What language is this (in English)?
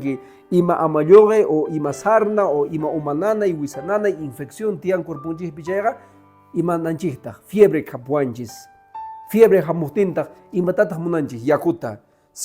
Quechua